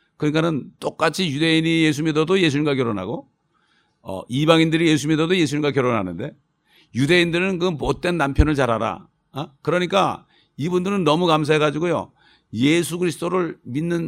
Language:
Korean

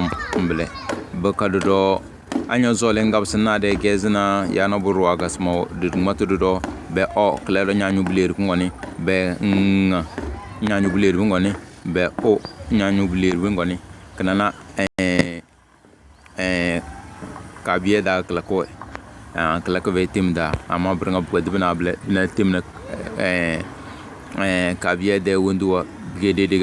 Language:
Tem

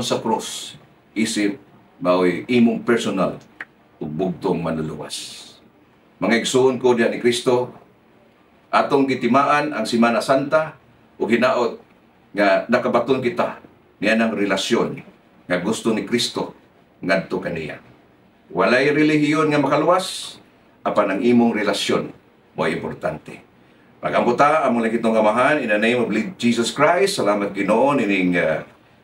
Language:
Cebuano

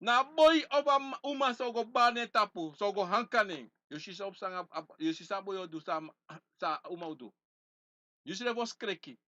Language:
Sranan Tongo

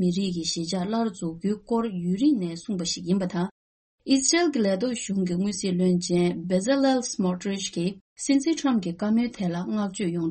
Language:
Tibetan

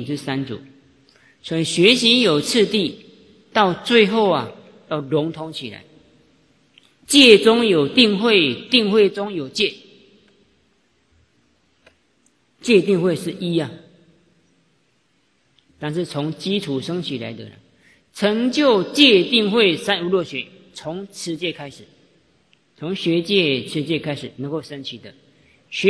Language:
Chinese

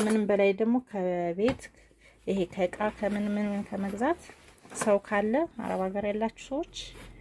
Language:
Amharic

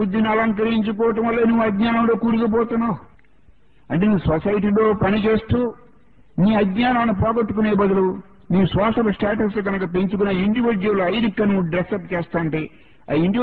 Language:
Telugu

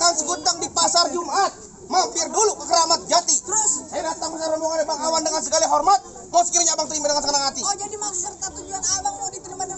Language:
Betawi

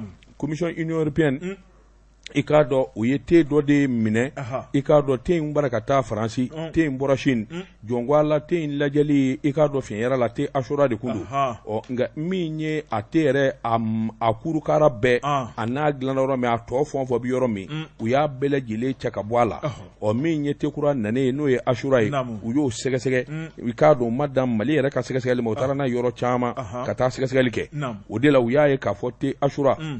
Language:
Bambara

